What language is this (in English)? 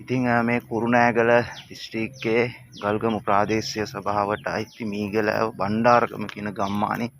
Sinhala